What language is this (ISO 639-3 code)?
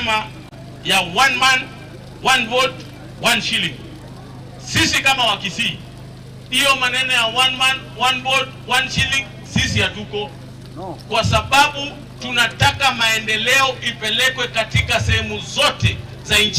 guz